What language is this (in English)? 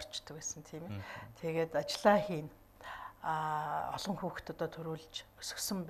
Mongolian